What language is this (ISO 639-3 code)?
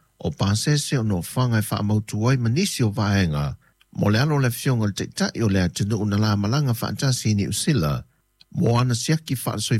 smo